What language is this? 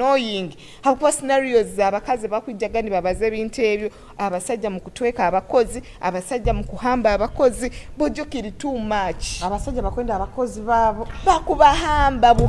Nyoro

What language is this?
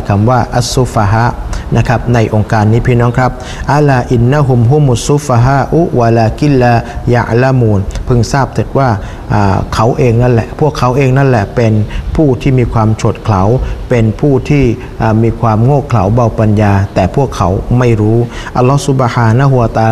Thai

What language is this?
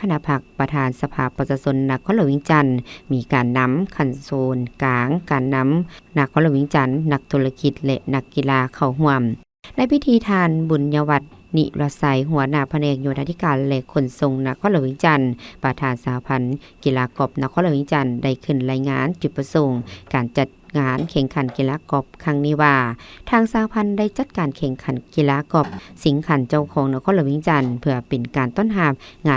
Lao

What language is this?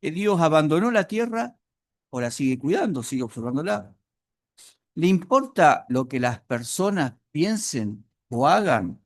Guarani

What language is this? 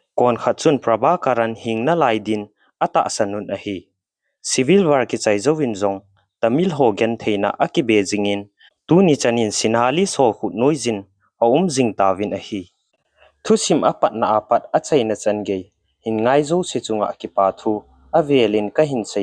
Thado Chin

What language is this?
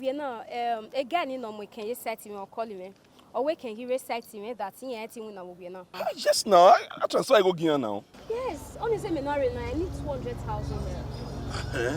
Bini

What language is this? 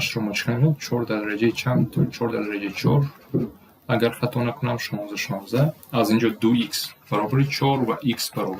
Tajik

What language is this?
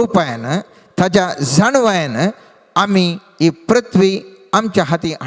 Konkani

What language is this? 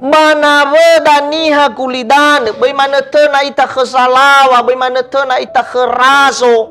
Nias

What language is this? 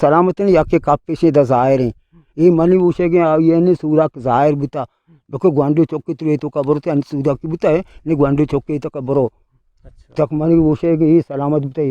Eastern Balochi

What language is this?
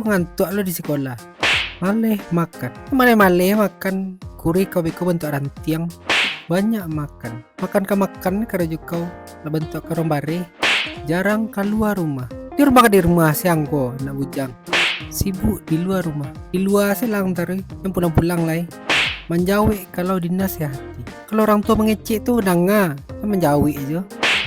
Minangkabau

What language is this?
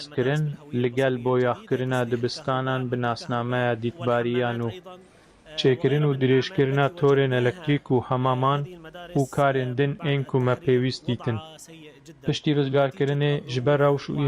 Kurdish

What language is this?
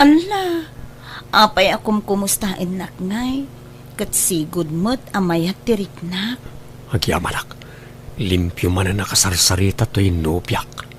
Iloko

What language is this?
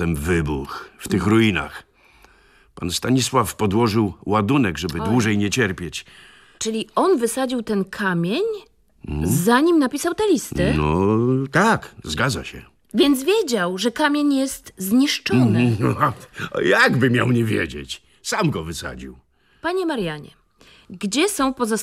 Polish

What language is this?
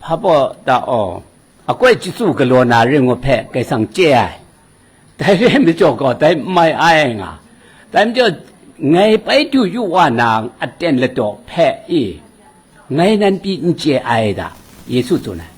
Kachin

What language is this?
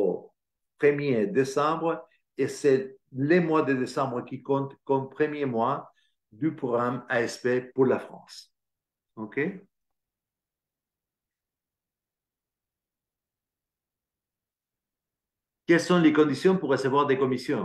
French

